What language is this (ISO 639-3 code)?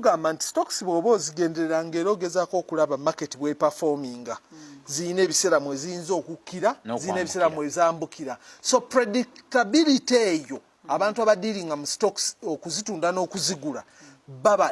lug